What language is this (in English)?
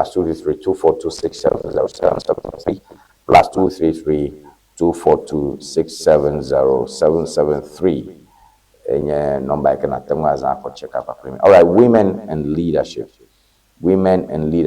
Ewe